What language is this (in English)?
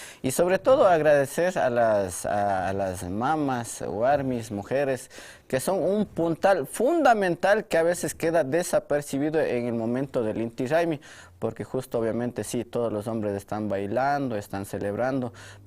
Imbabura Highland Quichua